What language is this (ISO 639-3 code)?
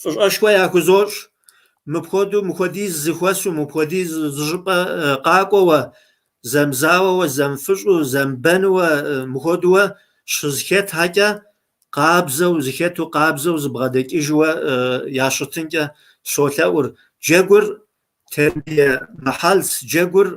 kbd